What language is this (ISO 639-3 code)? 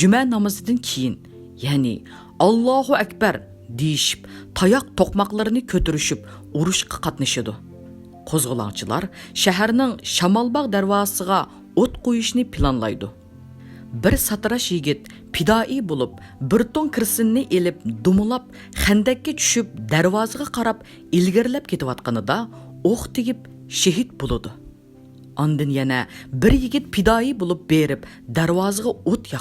uig